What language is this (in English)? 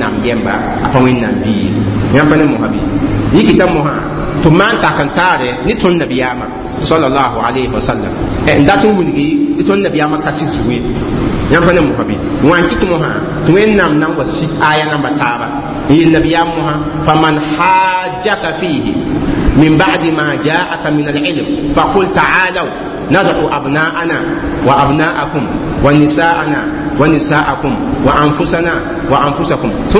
Mossi